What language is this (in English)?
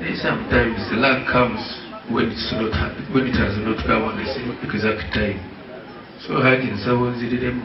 Nyankole